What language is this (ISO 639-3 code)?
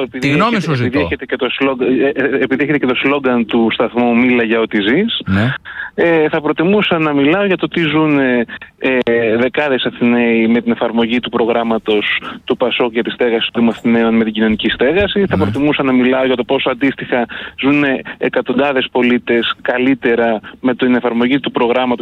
ell